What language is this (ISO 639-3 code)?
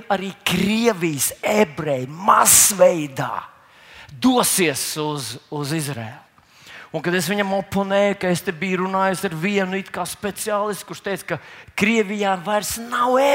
lav